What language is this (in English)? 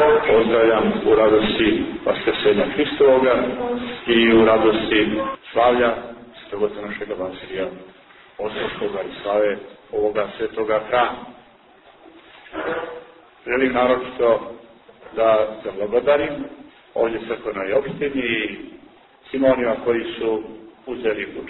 Serbian